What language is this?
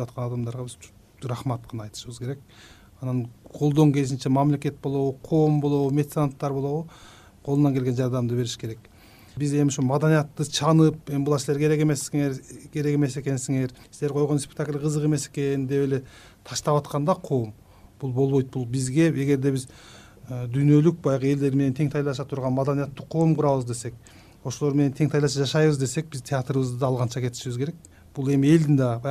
Kyrgyz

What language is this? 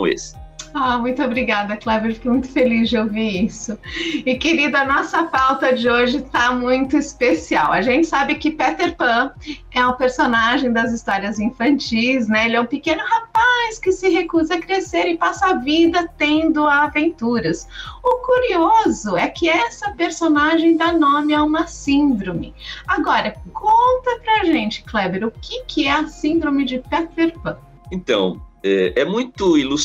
Portuguese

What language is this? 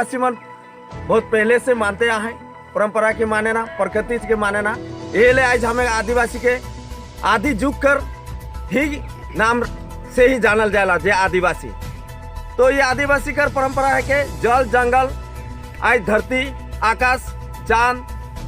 Sadri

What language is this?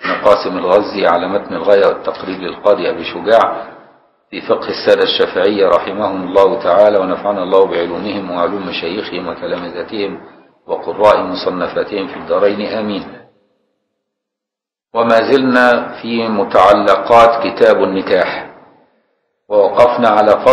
Arabic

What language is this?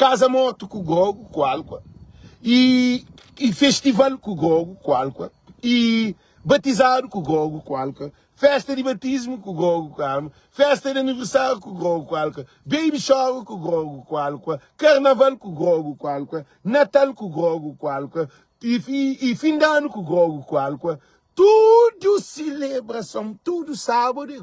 Kabuverdianu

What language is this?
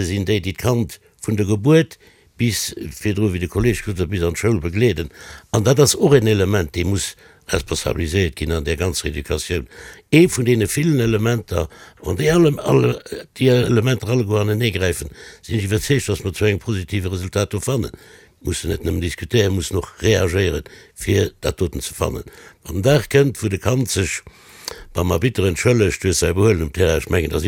Luxembourgish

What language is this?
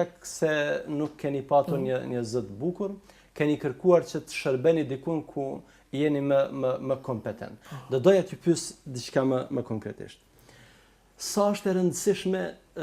Albanian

